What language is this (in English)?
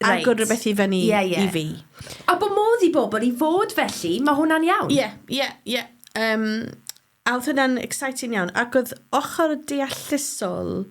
Welsh